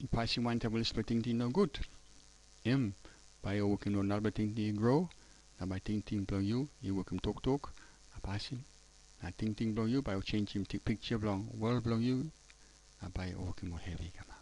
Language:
Tok Pisin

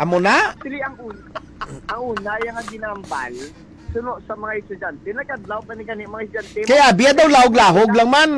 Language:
Hiligaynon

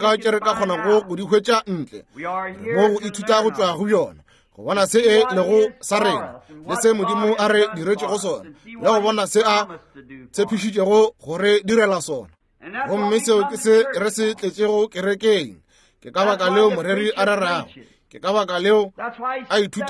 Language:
Northern Sotho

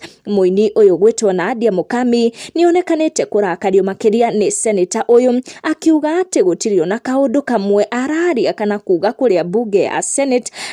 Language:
Kikuyu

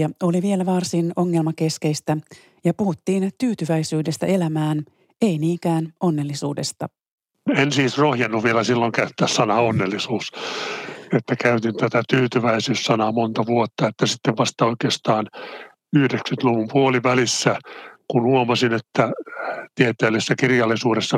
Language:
Finnish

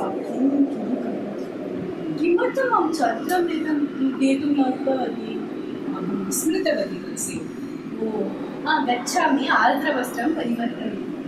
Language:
Sanskrit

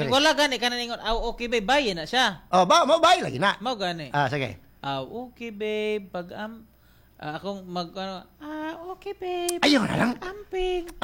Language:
Cebuano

